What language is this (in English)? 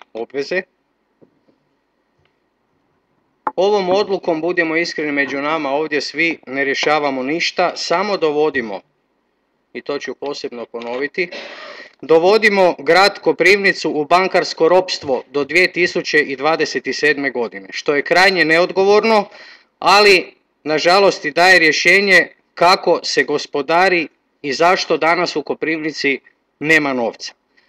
Croatian